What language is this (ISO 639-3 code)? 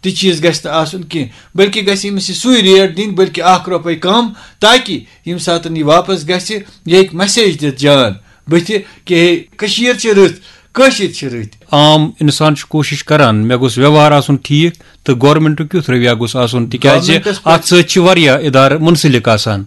kas